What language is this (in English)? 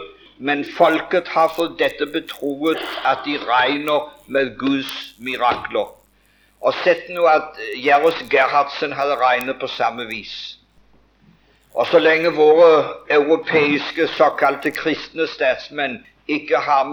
Norwegian